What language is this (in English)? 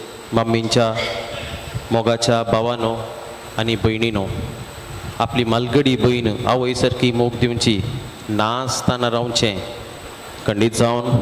Konkani